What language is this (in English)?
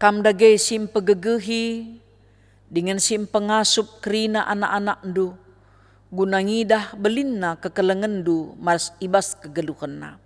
Batak Karo